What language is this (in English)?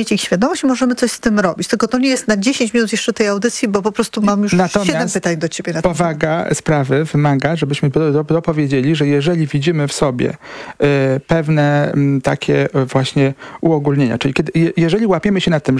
Polish